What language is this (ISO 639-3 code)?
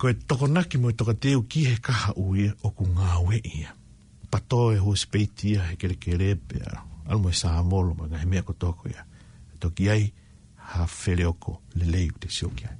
ton